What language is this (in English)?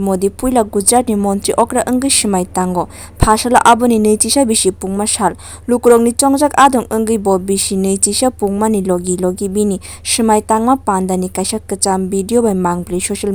Kok Borok